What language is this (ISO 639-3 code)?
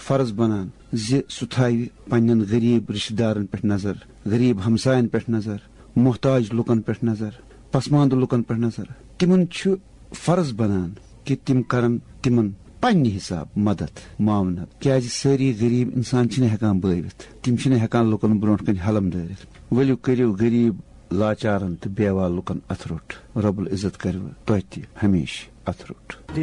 kas